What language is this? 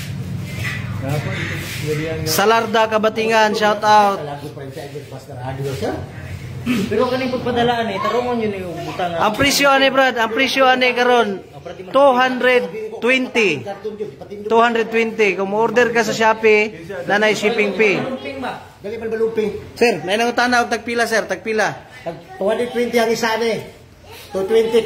Cebuano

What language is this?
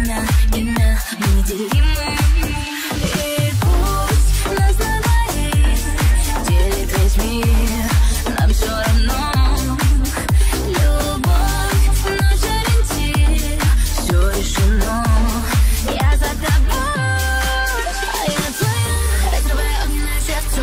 Russian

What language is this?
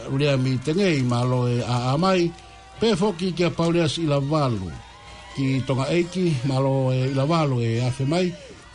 Tongan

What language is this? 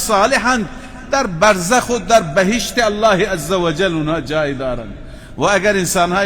Persian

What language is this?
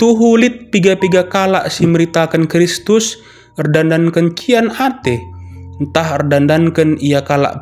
Batak Karo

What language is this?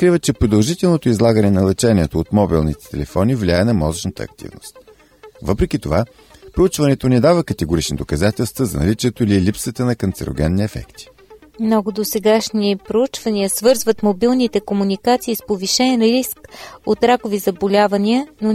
Bulgarian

